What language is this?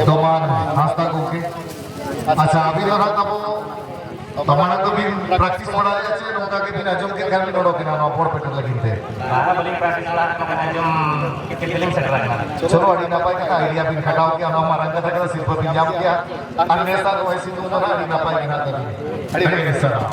Santali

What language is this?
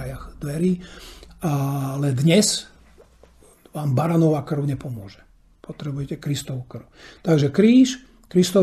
Slovak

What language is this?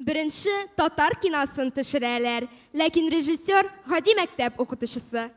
Tatar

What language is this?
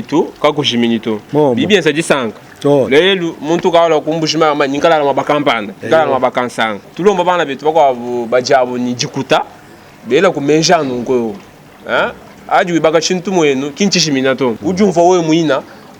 Luba-Lulua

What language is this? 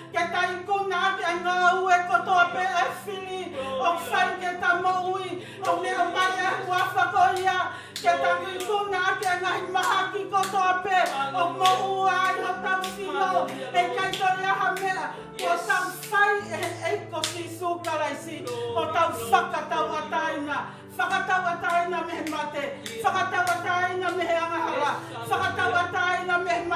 Tongan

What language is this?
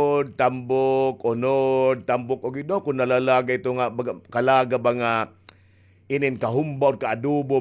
Waray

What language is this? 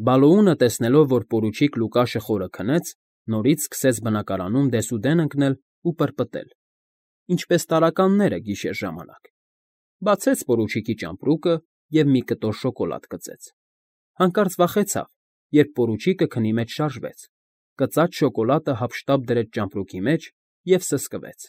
Armenian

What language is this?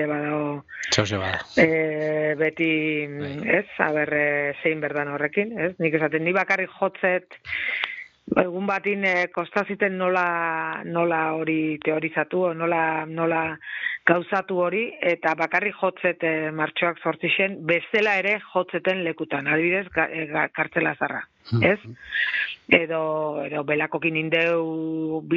Basque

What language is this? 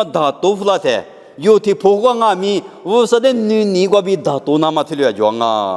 Lisu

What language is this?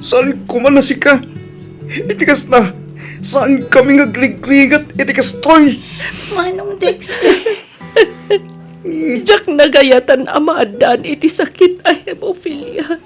Iloko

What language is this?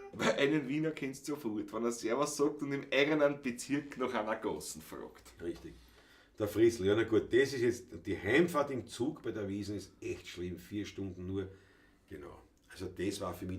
Bavarian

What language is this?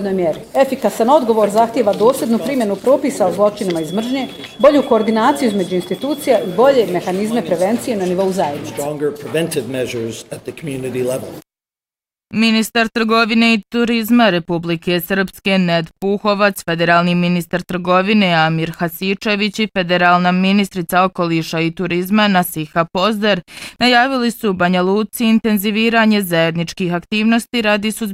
Bosnian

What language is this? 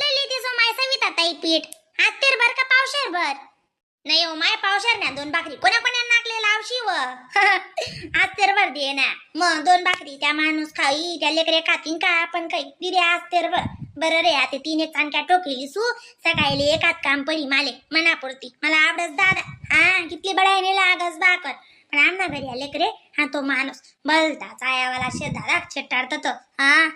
Khandesi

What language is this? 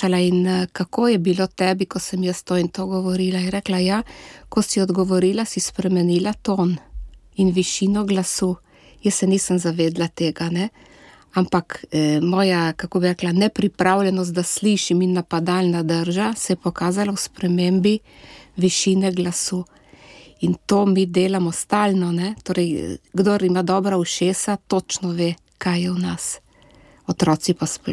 Slovenian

